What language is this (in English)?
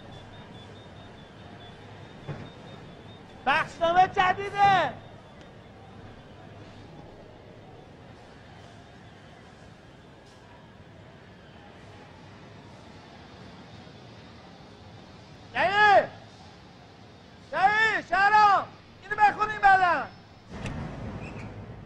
Persian